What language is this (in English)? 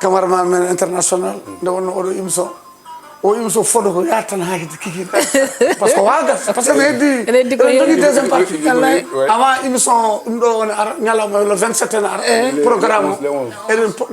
Fula